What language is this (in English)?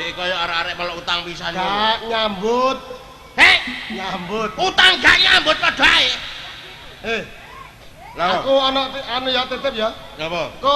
Javanese